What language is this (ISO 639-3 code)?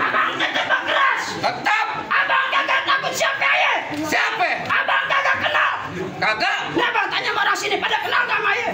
bew